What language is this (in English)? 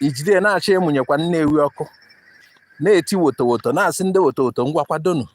Igbo